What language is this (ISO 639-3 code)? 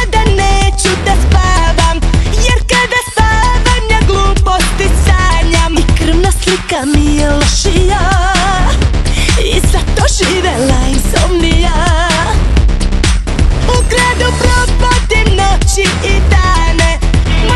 srp